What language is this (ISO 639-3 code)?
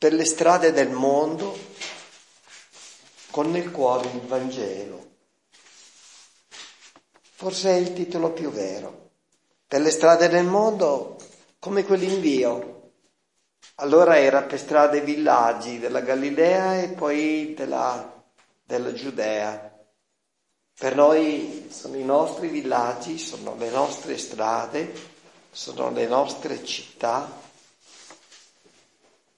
ita